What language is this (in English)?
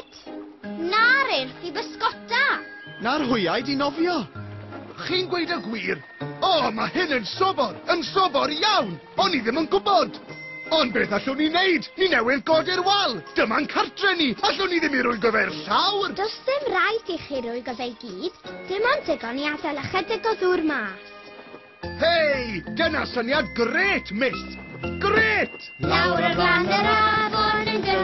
Welsh